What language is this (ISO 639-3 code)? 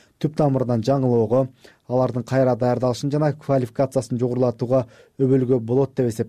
kir